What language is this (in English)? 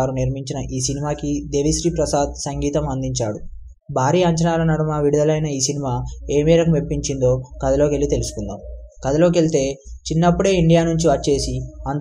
Telugu